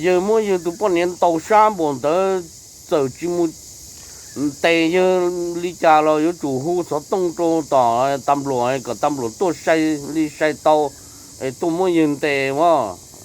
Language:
Hmong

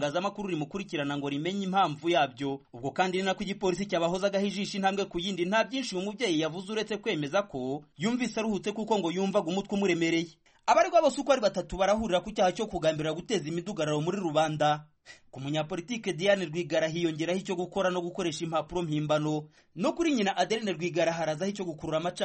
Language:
Kinyarwanda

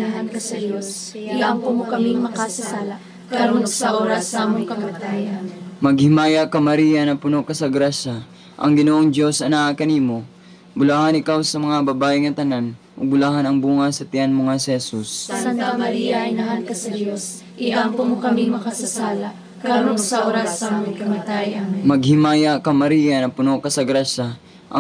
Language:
Cebuano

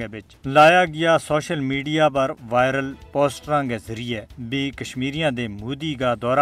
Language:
Gujari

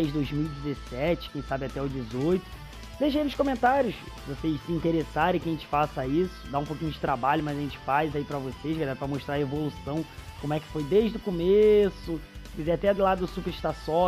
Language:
Portuguese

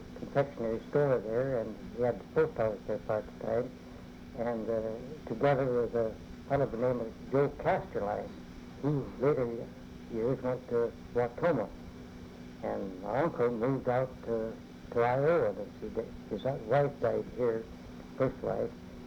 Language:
English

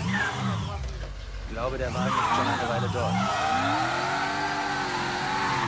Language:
German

